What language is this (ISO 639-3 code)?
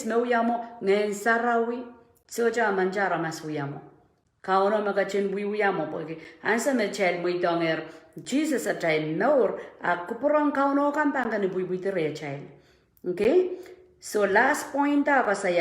pon